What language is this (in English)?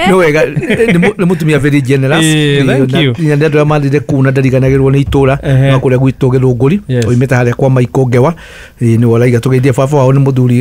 Kikuyu